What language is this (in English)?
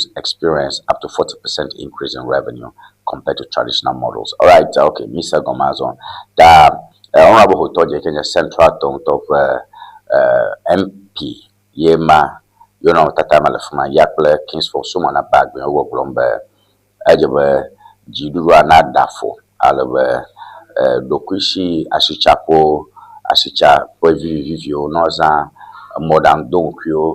Ewe